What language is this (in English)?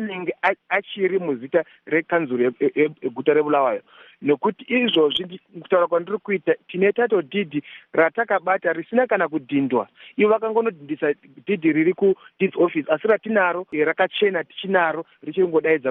Shona